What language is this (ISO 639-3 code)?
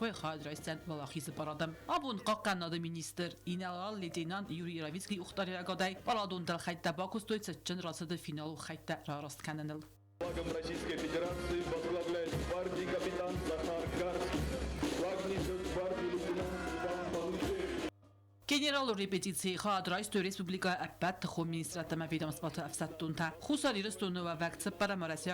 oss